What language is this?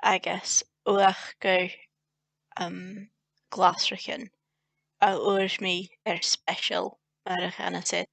Scottish Gaelic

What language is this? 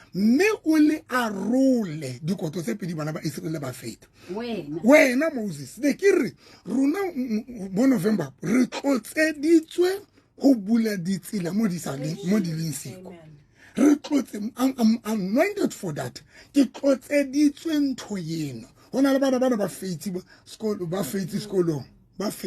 Southern Sotho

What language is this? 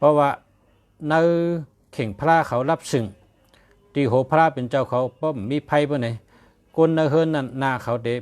Shan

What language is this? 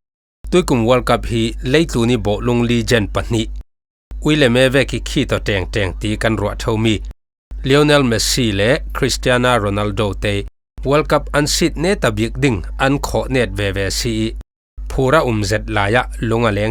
Falam Chin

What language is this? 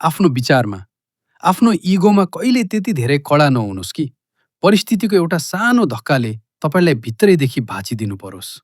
Nepali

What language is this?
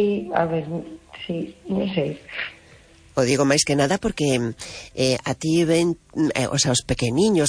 Galician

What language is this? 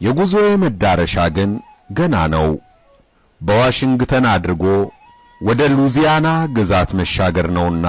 Amharic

